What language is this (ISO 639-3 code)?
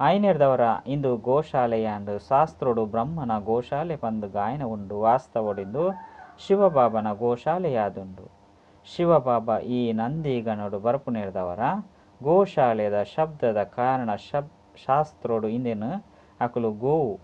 tcy